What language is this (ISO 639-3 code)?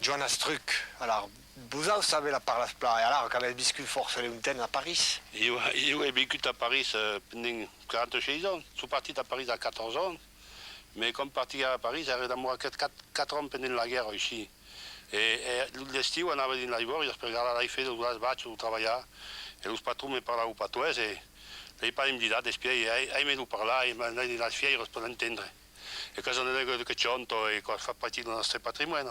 oci